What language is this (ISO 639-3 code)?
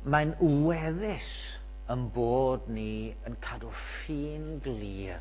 cym